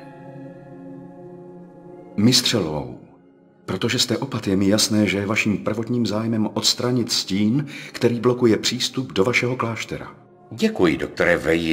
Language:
Czech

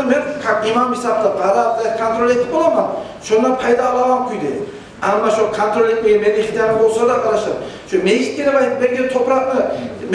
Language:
Kumyk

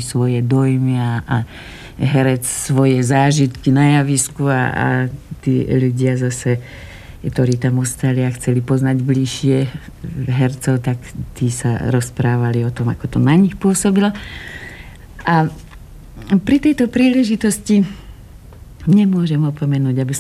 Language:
Slovak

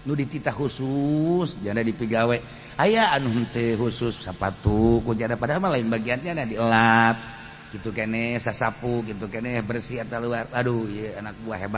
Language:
Sundanese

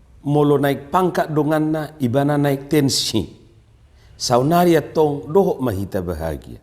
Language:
Batak Toba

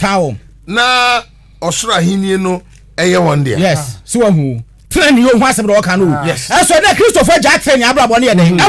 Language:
Akan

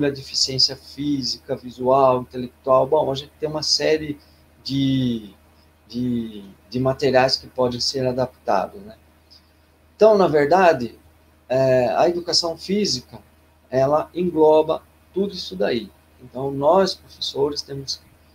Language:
Portuguese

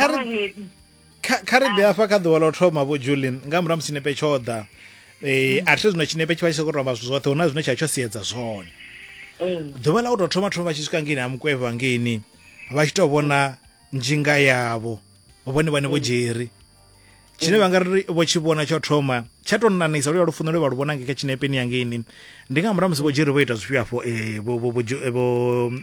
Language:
Venda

